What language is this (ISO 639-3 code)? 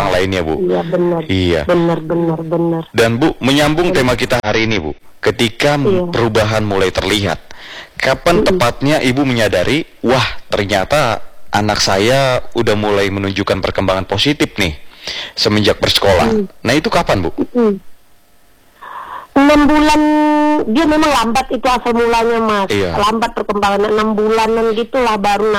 ind